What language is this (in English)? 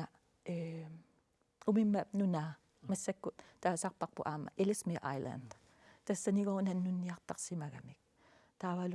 Kalaallisut